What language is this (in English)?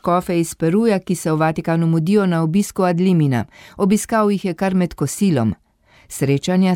Slovenian